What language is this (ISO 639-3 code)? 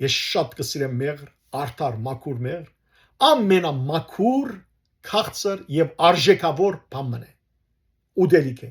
hyw